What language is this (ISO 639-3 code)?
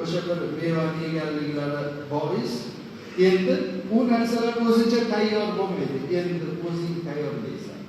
uzb